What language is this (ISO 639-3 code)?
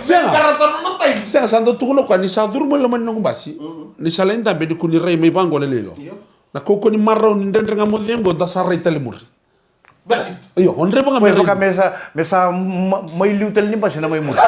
fij